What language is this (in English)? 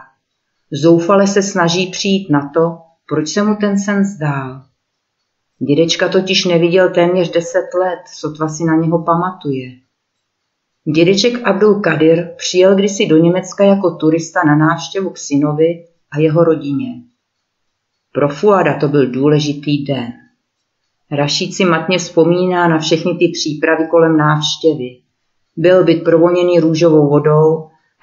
Czech